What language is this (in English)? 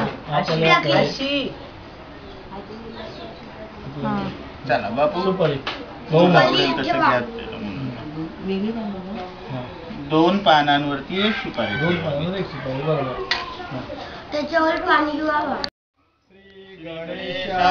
Marathi